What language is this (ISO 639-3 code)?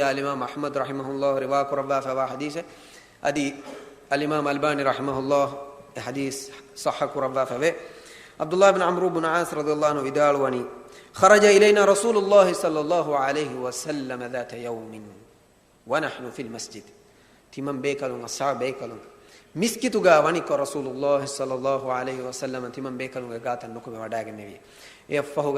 div